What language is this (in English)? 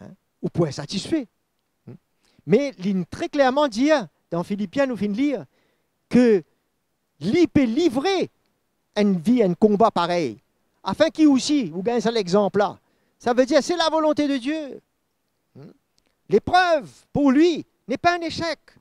Morisyen